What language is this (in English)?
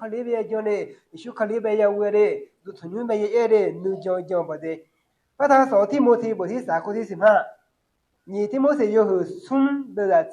Akha